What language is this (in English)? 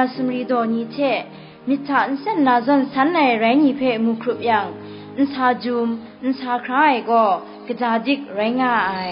Kachin